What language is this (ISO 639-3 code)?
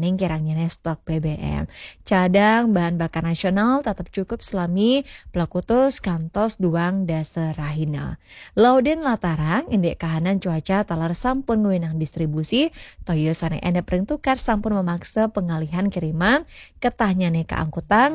ban